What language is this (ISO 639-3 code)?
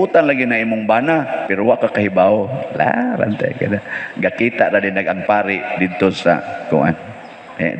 ceb